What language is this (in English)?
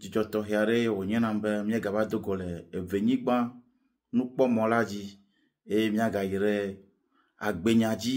Ewe